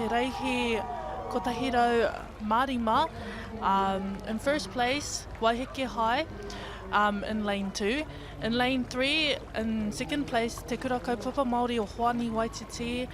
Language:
Māori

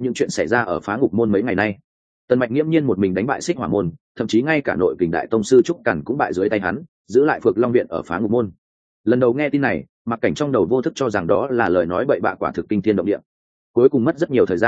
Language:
Vietnamese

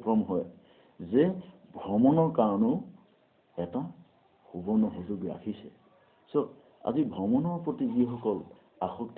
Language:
Assamese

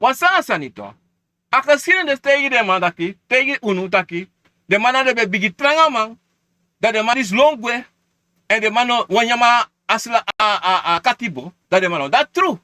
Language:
Sranan Tongo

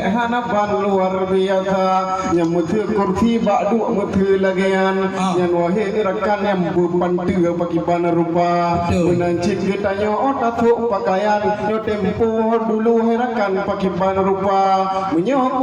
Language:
Achinese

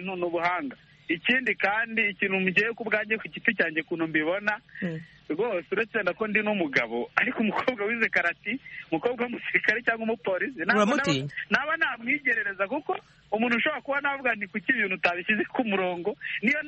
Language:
Kinyarwanda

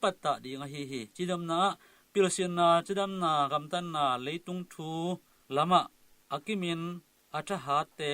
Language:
Tedim Chin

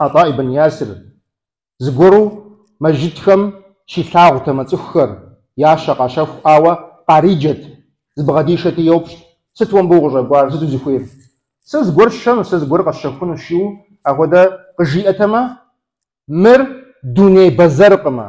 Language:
Kabardian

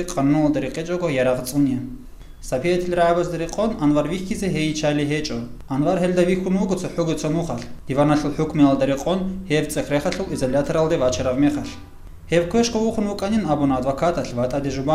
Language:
Avaric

